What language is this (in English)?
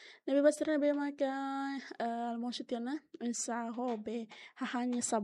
Tetum